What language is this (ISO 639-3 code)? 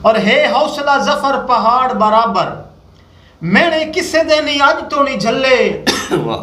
skr